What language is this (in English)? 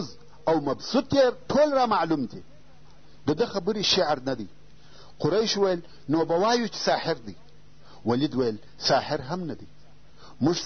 Pashto